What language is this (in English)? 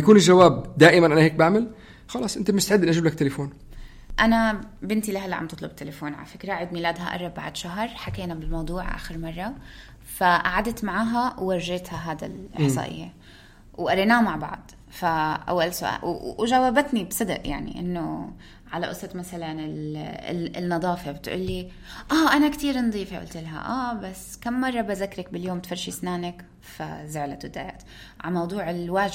North Levantine Arabic